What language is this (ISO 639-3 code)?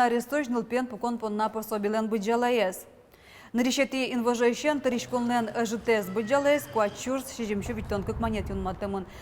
udm